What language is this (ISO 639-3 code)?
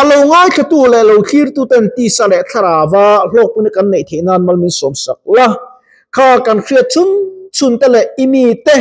lus